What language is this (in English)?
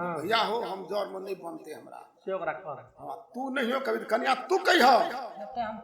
Maithili